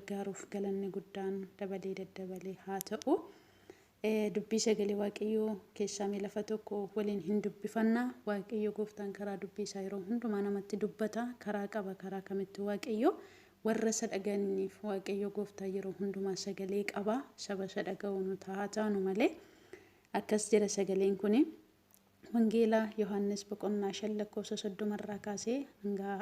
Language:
Oromo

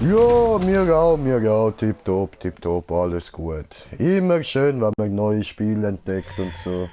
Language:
Swiss German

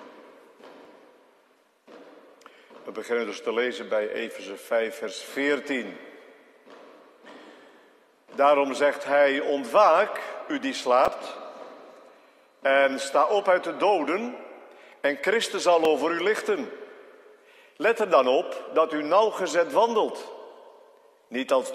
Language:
Dutch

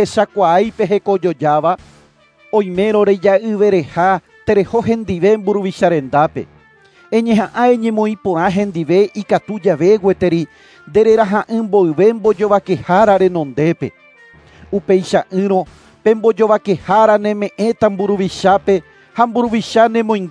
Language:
Guarani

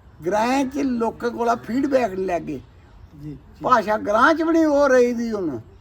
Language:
Dogri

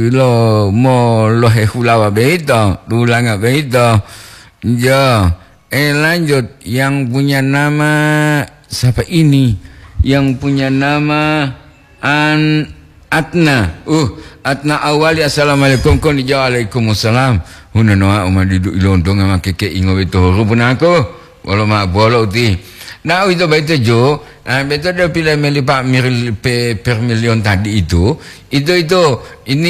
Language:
Gorontalo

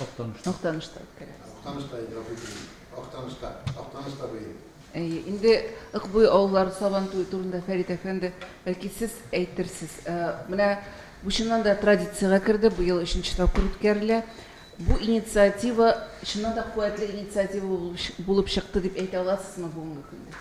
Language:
Tatar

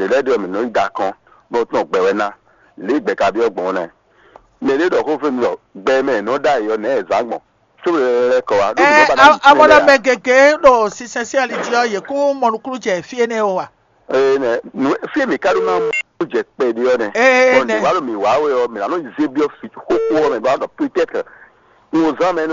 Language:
Fon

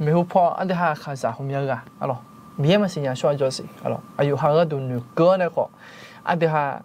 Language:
Akha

